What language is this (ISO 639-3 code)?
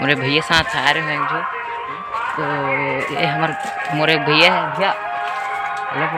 hne